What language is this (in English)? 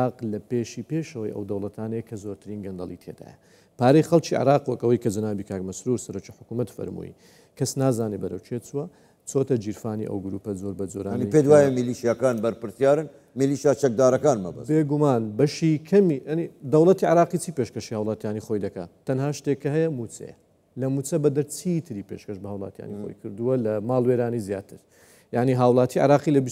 Central Kurdish